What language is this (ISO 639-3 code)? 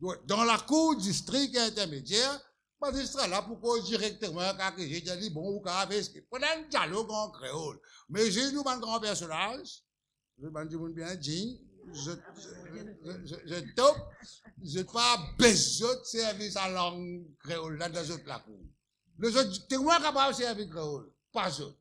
mfe